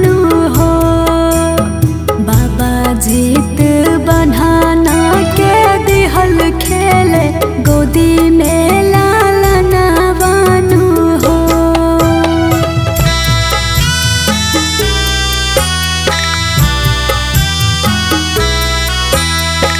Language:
Bhojpuri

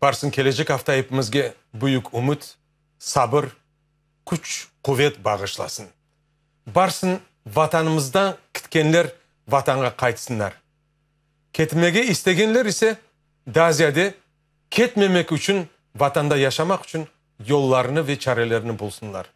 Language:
Crimean Tatar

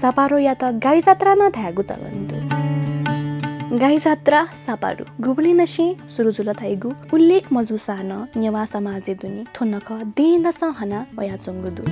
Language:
Newari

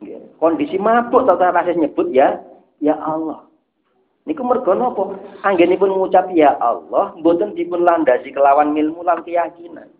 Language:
Javanese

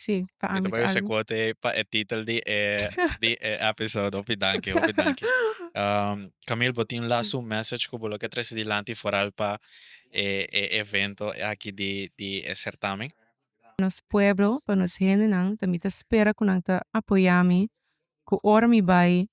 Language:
Papiamento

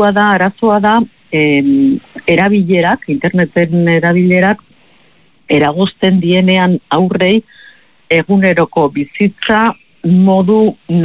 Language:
Basque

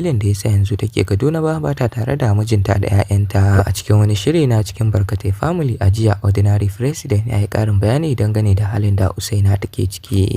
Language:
Hausa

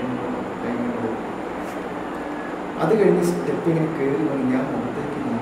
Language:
Malayalam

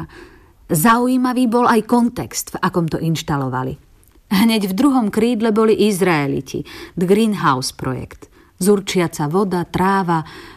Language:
Slovak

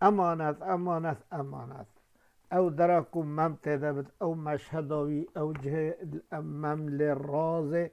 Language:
Kurdish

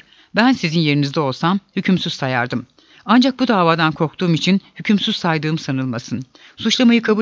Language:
Turkish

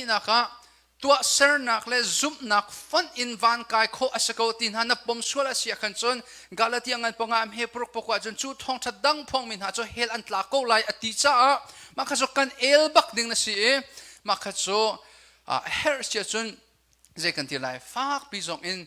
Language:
Hakha Chin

